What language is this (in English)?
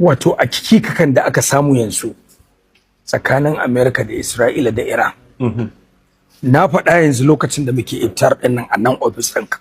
Hausa